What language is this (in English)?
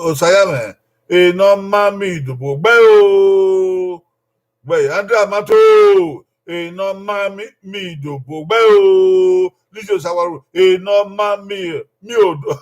Bini